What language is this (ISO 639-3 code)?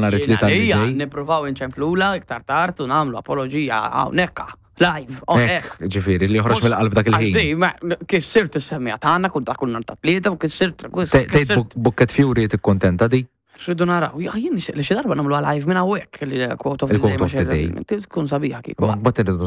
mlt